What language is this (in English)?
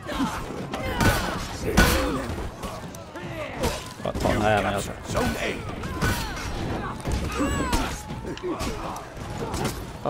Swedish